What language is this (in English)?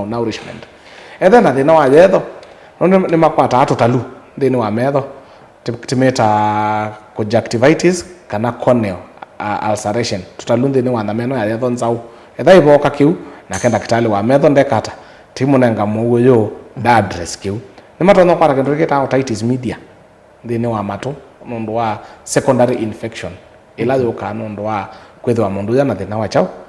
Kamba